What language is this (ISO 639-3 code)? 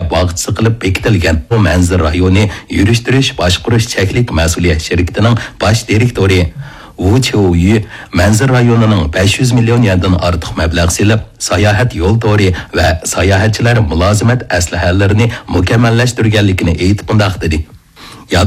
uig